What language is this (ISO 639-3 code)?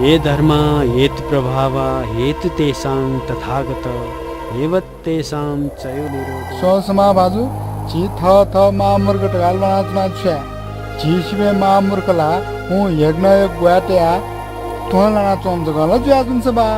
new